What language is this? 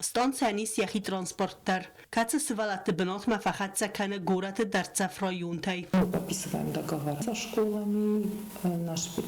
Ossetic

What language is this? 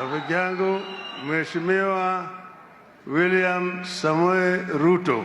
Swahili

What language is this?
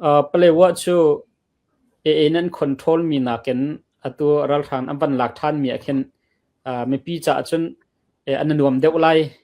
Hakha Chin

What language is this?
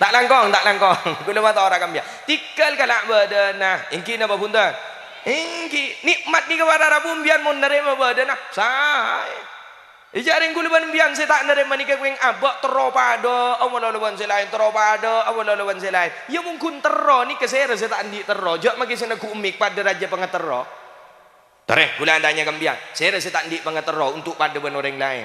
Madurese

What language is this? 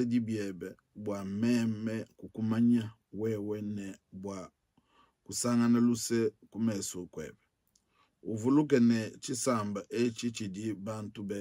Luba-Lulua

